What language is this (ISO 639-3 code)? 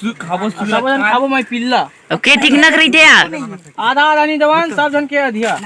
hne